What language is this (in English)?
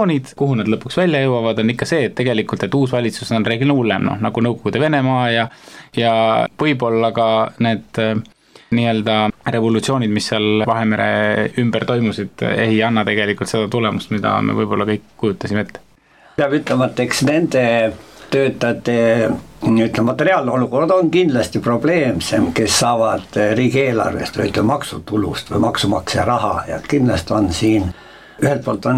Estonian